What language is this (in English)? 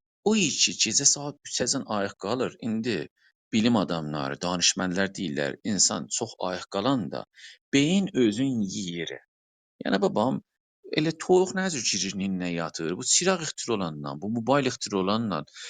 South Azerbaijani